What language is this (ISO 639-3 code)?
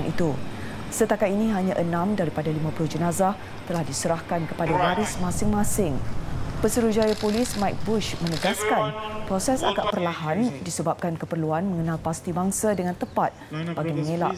msa